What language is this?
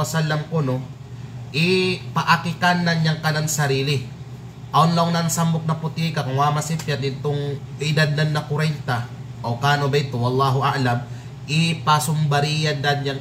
Kalagan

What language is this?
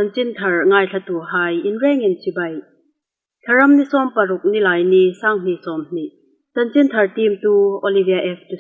Hmar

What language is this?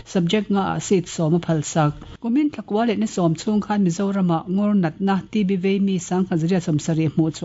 Mizo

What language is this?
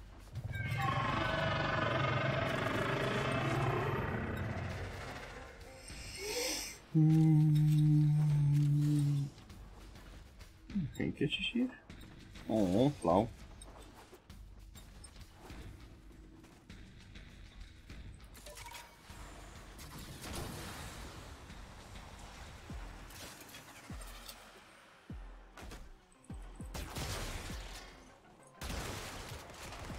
Dutch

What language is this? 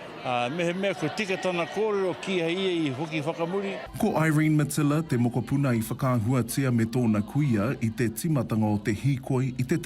Māori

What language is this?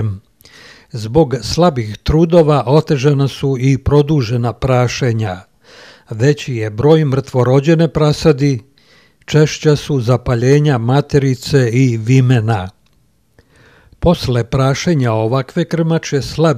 Serbian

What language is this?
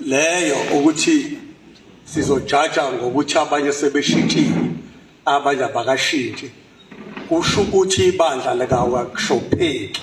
Zulu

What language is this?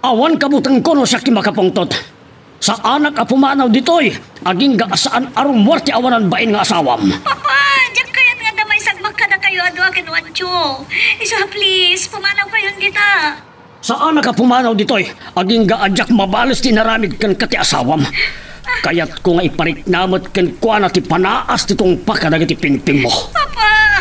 Iloko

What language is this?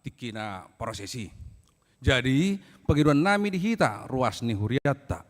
Batak Toba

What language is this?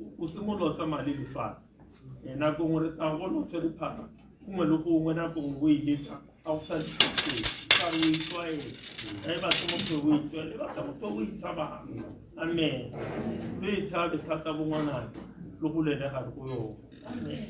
Tswana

